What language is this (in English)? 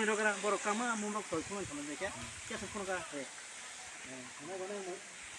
Kok Borok